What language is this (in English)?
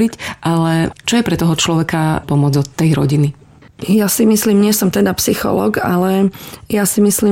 Slovak